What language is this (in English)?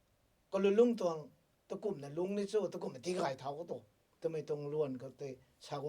Rongmei Naga